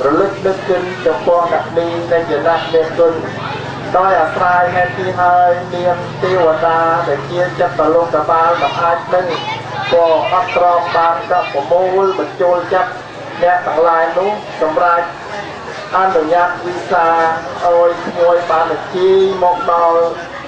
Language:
Khmer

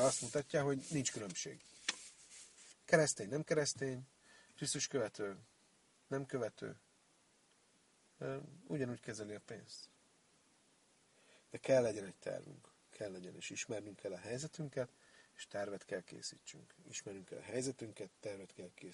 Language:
Hungarian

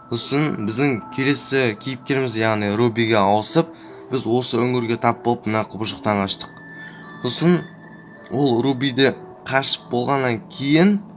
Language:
Kazakh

